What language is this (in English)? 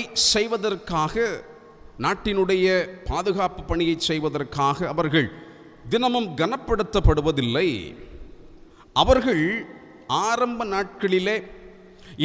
Tamil